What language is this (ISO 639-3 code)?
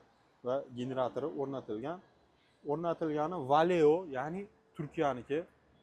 uzb